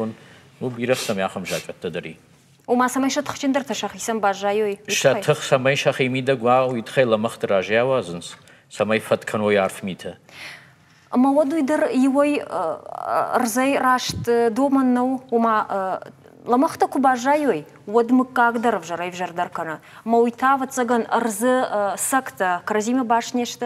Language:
Ossetic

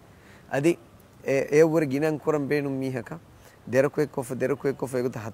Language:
Divehi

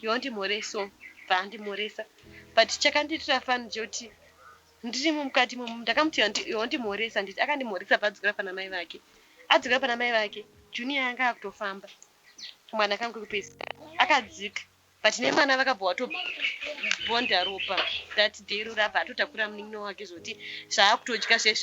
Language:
Shona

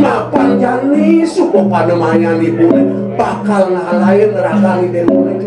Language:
Balinese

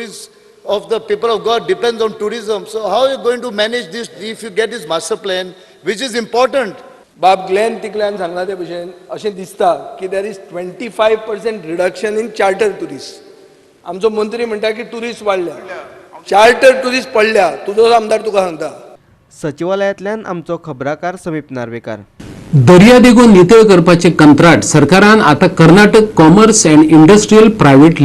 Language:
Konkani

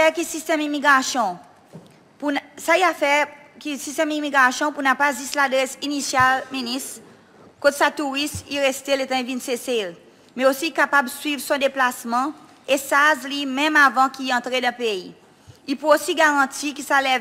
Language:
Seselwa Creole French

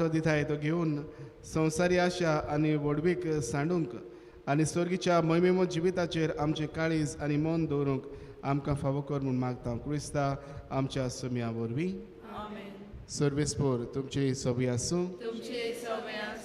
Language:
Konkani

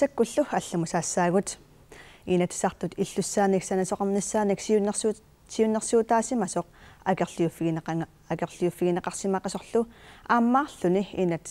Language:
Kalaallisut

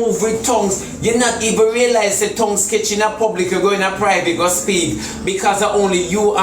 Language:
Jamaican Creole English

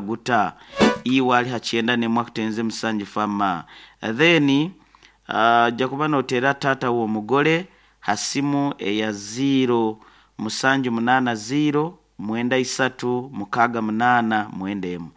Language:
Nyoro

